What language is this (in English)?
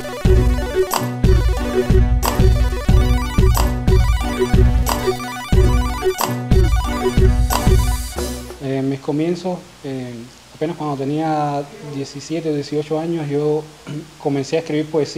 Spanish